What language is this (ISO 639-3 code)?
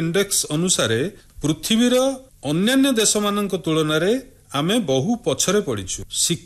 ori